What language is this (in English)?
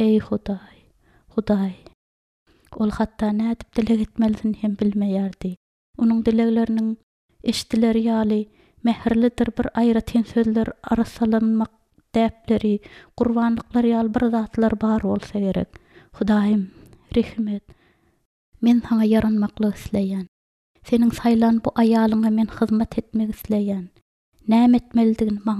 Turkmen